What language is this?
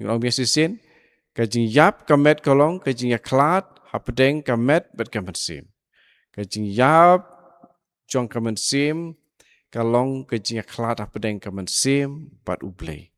Khasi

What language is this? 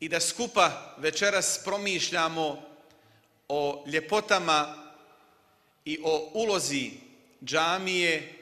Bosnian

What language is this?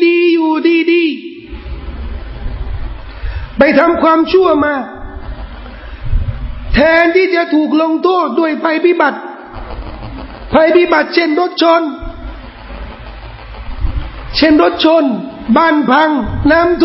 Thai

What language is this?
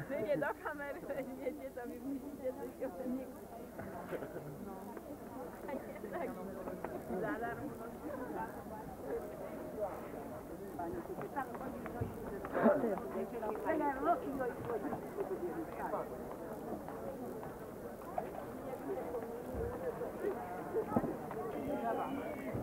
Polish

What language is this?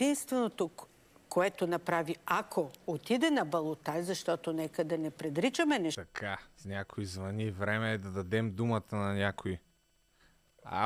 Bulgarian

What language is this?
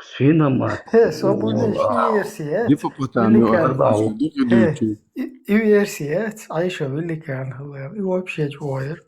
Chechen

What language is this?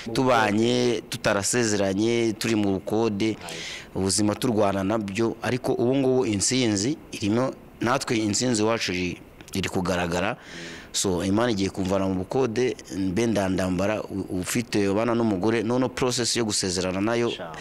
Kinyarwanda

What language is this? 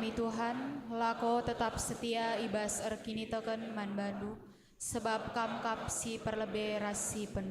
Batak Karo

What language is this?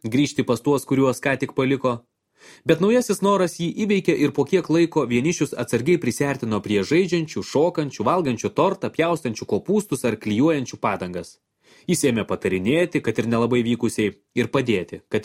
Lithuanian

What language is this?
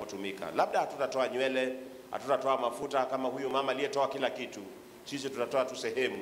Swahili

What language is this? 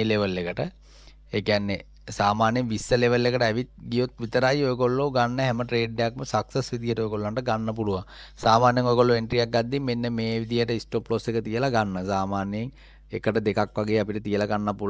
Sinhala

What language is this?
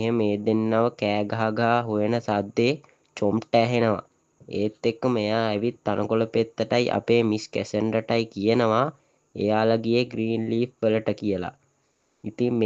Sinhala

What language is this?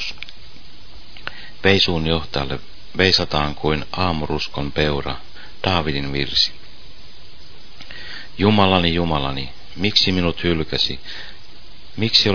Finnish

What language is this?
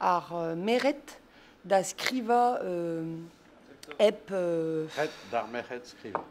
Breton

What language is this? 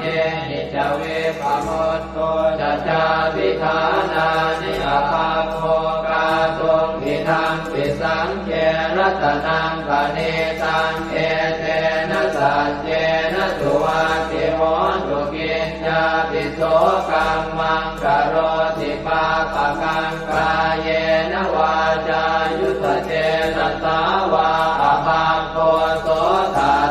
Pali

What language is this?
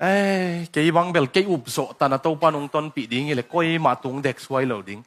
Tedim Chin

